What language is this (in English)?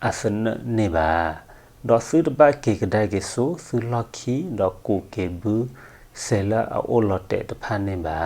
S'gaw Karen